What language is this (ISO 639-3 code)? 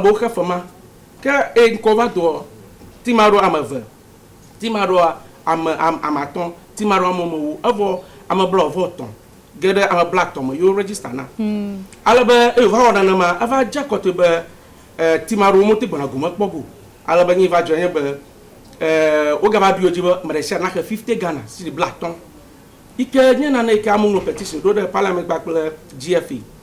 ewe